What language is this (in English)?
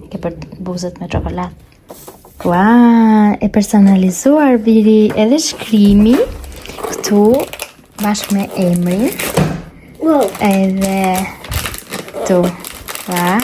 Albanian